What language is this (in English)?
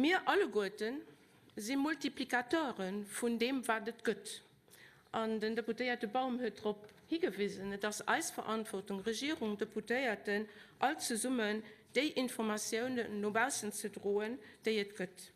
Luxembourgish